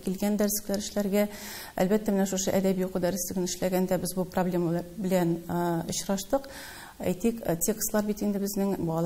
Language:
Tatar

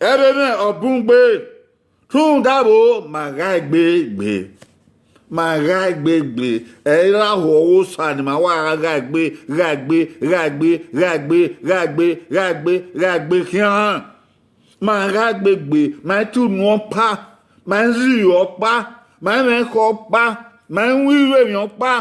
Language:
Bini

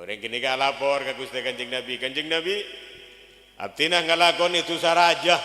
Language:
Madurese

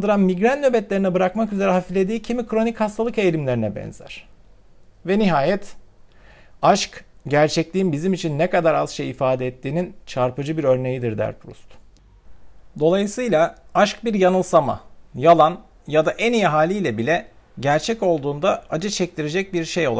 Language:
Turkish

